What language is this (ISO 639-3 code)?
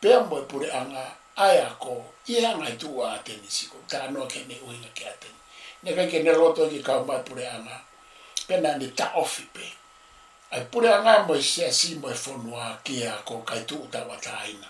ton